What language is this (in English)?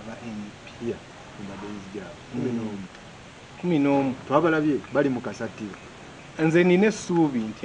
Ganda